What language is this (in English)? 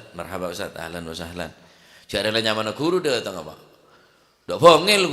Madurese